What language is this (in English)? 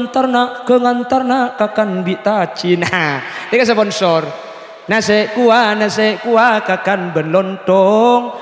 Madurese